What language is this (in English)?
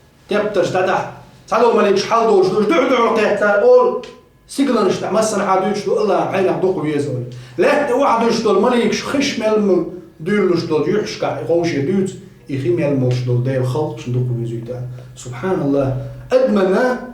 Chechen